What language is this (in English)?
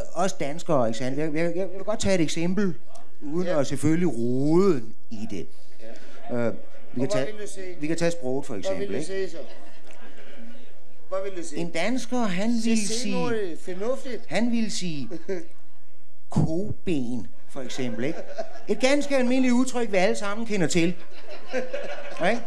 Danish